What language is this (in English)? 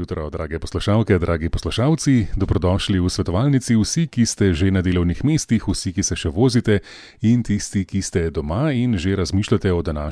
Slovenian